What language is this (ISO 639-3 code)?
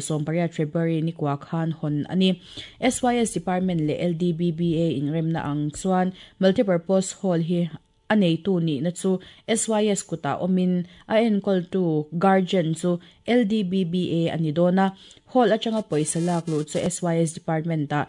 lus